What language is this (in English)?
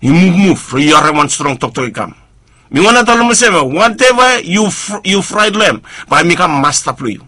Bislama